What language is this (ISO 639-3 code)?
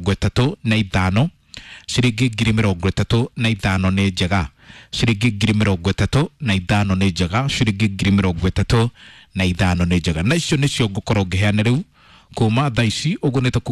kik